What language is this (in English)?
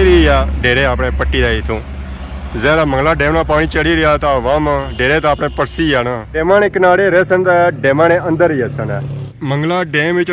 Pahari-Potwari